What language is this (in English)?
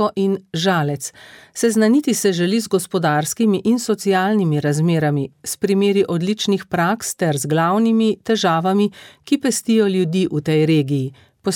Slovenian